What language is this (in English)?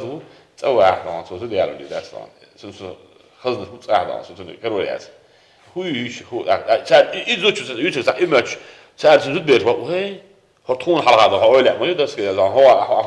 Chechen